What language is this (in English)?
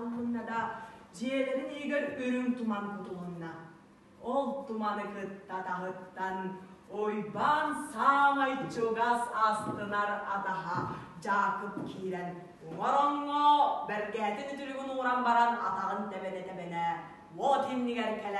Yakut